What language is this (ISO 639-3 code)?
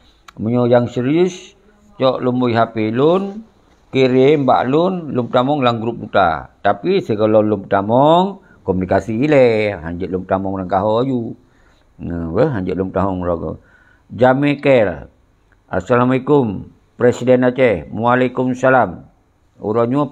ace